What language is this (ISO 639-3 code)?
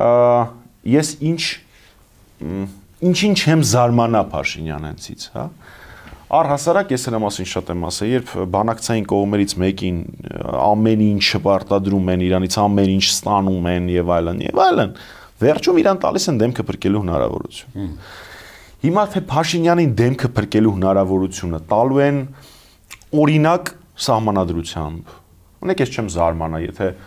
hye